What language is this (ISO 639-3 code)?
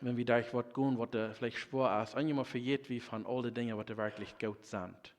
pdt